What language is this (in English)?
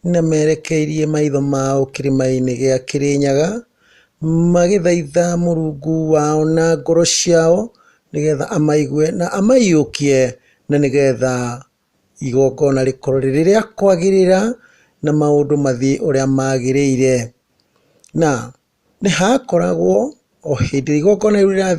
Kikuyu